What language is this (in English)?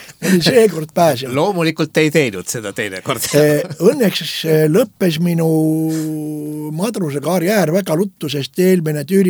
Estonian